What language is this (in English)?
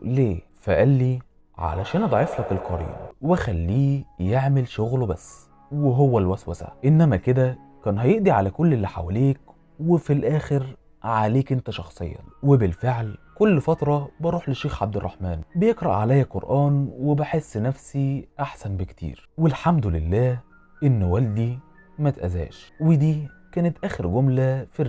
Egyptian Arabic